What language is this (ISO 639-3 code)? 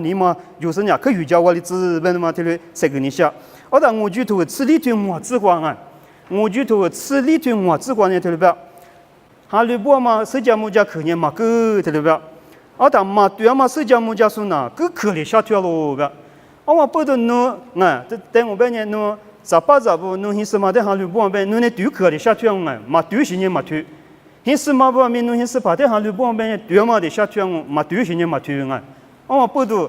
lis